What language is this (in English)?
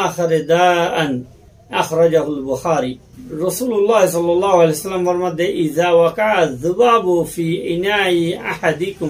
Rohingya